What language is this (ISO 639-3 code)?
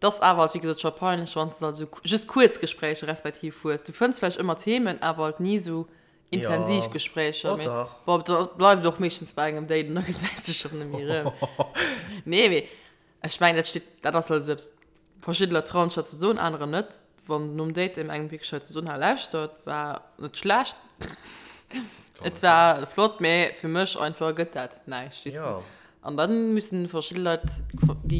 ltz